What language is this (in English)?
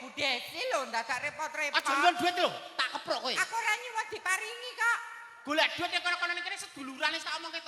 Javanese